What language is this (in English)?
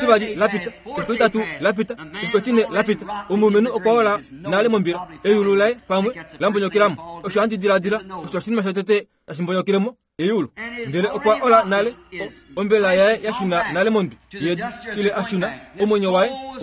Kuanyama